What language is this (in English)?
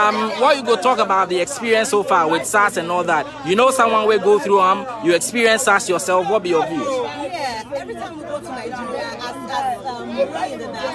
Nigerian Pidgin